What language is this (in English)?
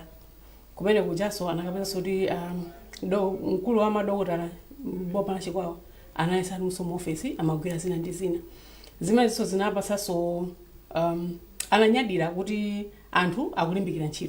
Nyanja